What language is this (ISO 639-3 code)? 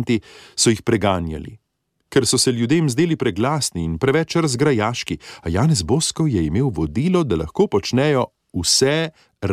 slv